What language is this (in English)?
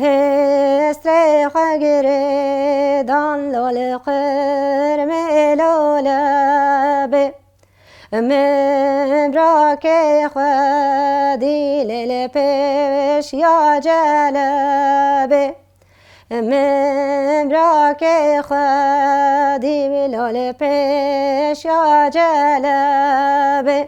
Kurdish